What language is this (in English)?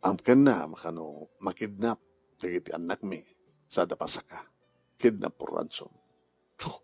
Iloko